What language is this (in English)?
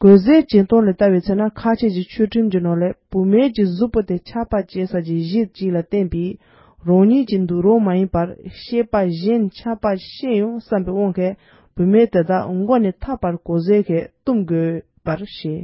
Tibetan